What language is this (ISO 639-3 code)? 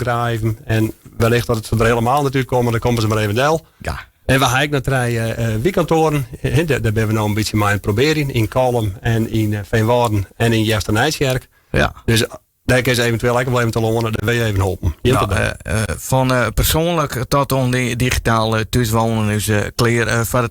fry